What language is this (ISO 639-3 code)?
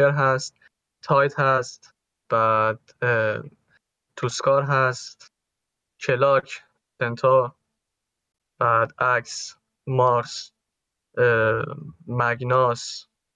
fas